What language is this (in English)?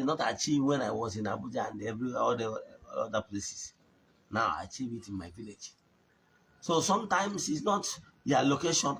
Igbo